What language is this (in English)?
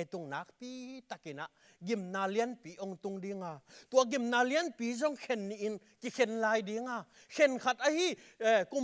Tedim Chin